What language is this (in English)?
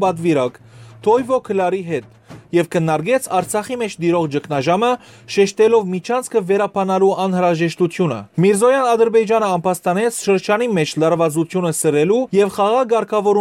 Western Armenian